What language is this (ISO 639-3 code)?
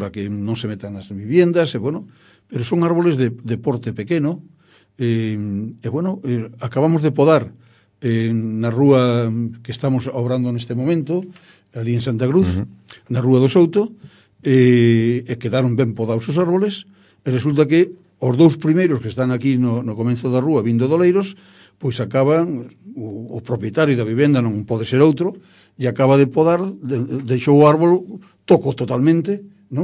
glg